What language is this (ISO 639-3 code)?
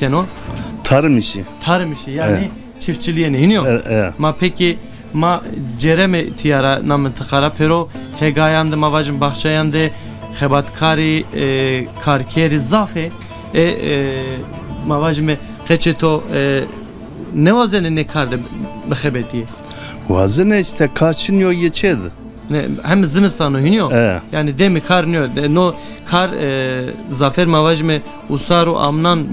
zza